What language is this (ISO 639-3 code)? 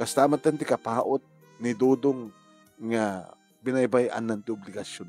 ilo